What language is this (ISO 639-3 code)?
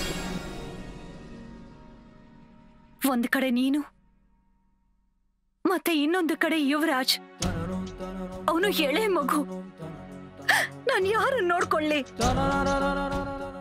kan